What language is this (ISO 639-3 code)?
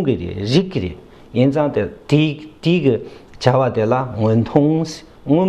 bod